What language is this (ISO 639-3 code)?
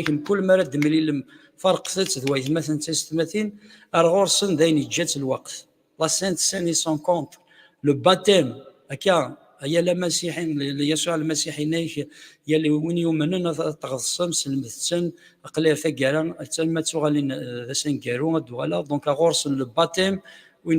kab